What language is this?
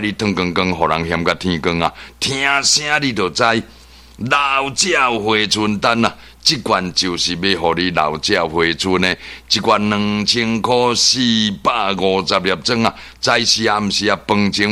Min Nan Chinese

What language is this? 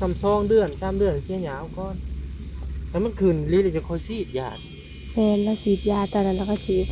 Northeastern Thai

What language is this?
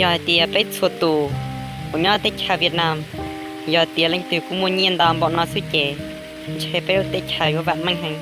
Hmong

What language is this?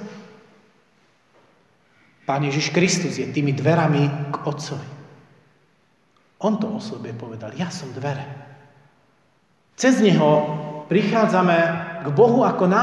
Slovak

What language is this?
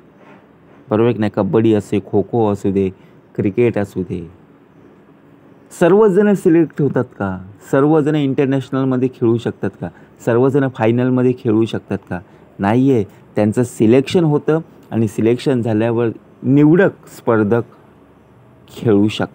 Marathi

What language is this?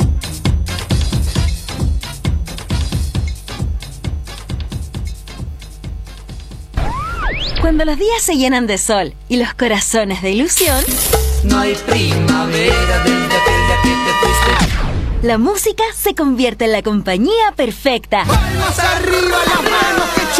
Spanish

